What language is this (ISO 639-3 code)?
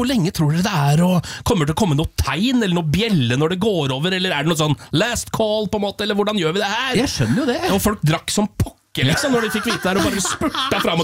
nor